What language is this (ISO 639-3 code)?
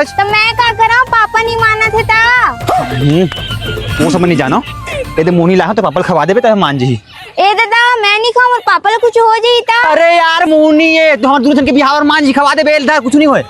hne